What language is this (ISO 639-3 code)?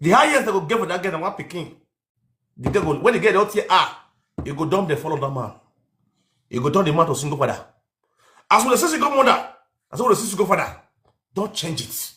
pcm